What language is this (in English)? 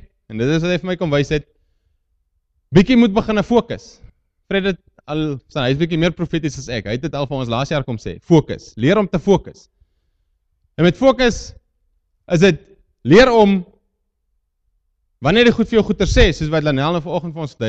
Afrikaans